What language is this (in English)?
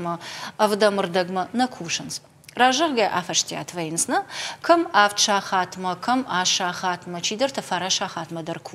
Ossetic